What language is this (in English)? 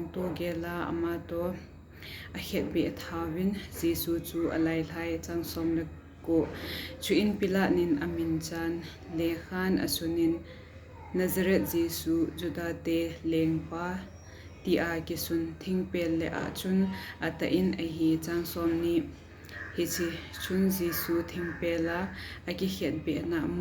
Thado Chin